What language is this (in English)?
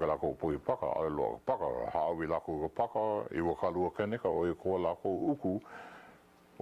Hawaiian